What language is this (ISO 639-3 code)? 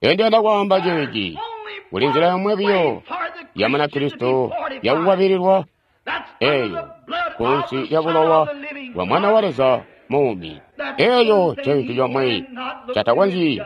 toi